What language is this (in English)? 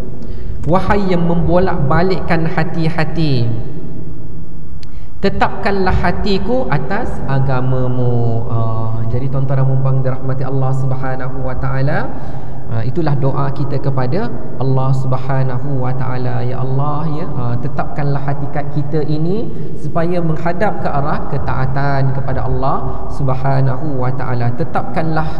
Malay